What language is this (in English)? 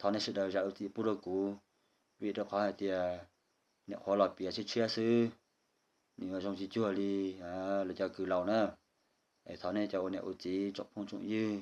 Hmong